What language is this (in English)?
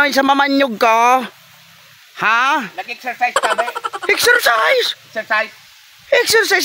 Bikol